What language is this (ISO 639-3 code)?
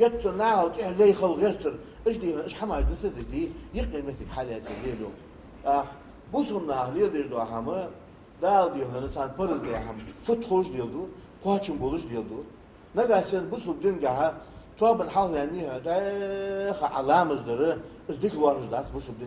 inh